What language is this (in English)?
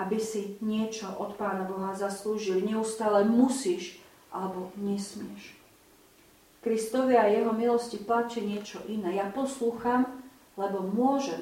Slovak